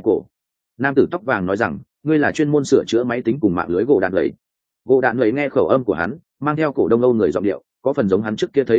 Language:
Vietnamese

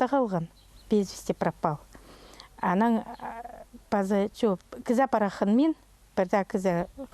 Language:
Khakas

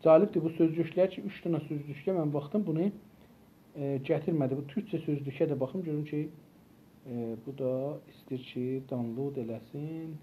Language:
South Azerbaijani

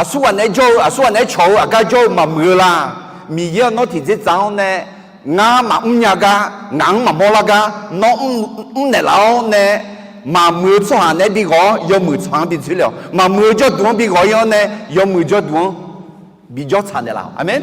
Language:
Akha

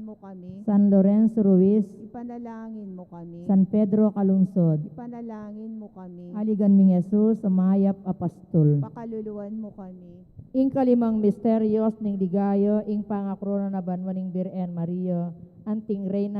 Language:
Pampanga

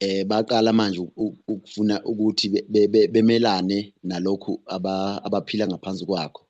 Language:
Zulu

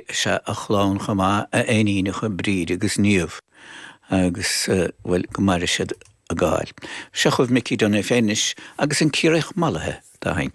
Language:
Irish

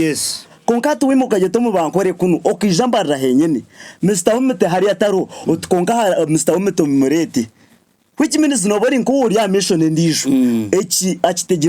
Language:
Nyankole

